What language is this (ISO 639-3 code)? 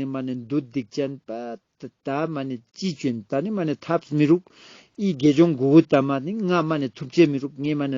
lbj